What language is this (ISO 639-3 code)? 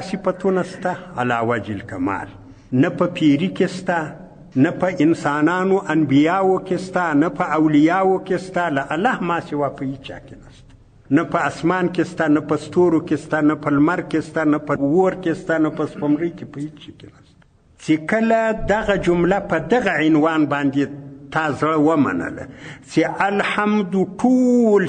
pus